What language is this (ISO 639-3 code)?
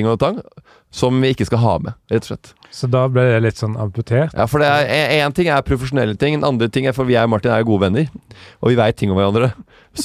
nor